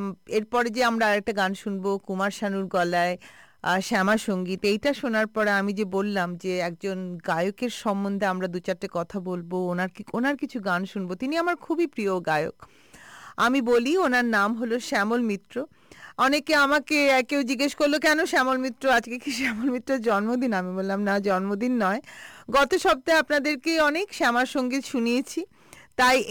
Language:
Bangla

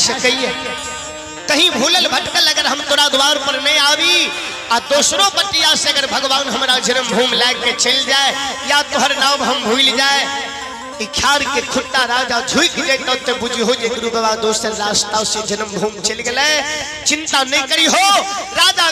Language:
Maithili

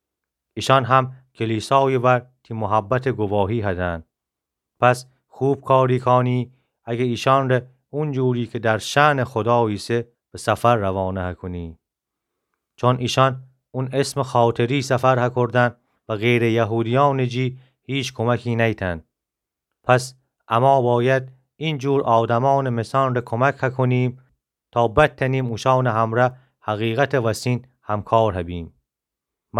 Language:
Gilaki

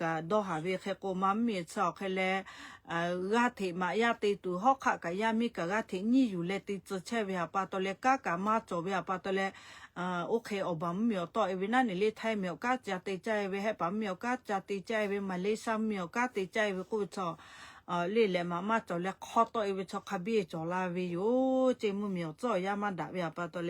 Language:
Lahu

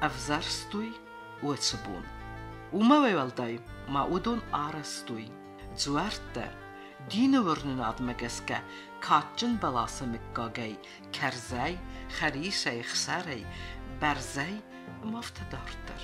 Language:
Ossetic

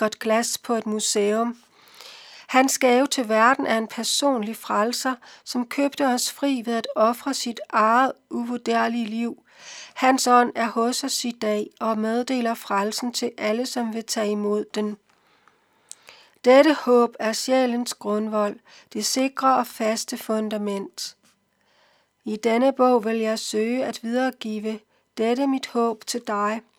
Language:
Danish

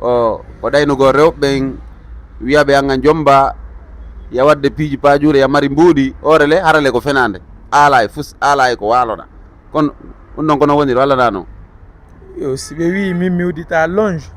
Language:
Fula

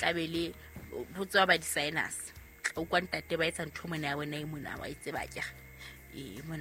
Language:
Southern Sotho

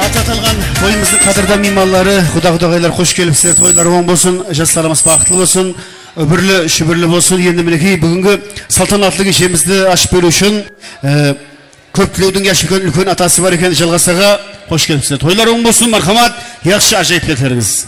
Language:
Kara-Kalpak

